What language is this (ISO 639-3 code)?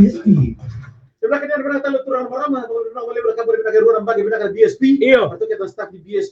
fij